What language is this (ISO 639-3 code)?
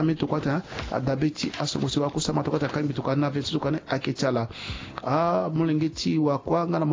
sag